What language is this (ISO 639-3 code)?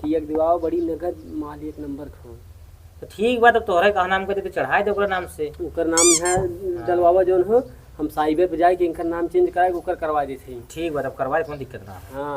awa